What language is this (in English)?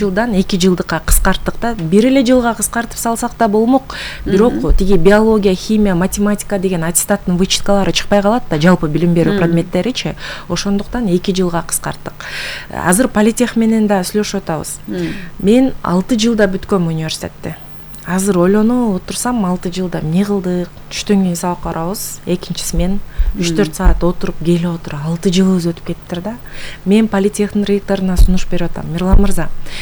Kyrgyz